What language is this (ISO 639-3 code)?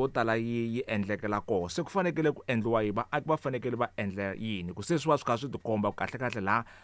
tso